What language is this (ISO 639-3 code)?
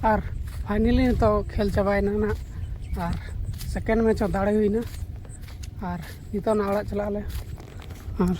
sat